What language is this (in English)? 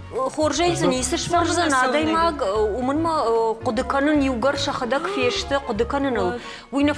Ossetic